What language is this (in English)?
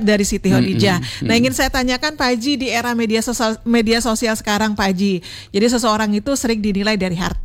Indonesian